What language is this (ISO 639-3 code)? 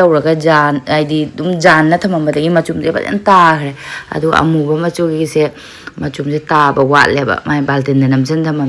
mni